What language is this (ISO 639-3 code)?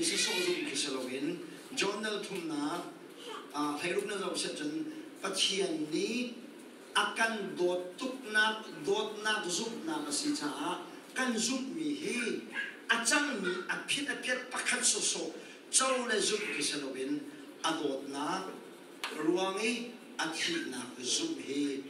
cnh